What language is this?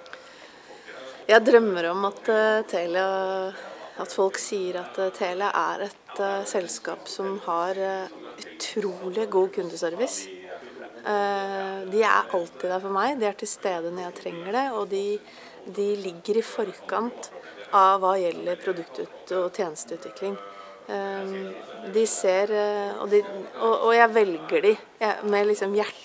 Norwegian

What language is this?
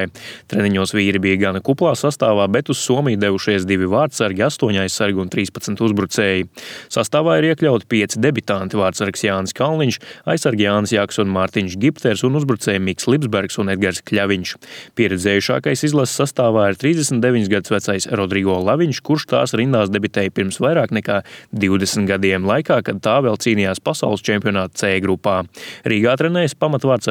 Latvian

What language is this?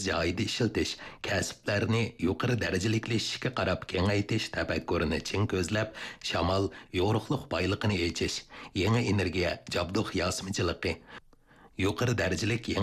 Uyghur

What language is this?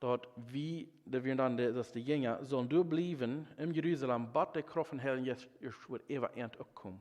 Plautdietsch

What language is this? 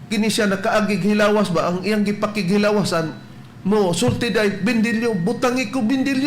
Cebuano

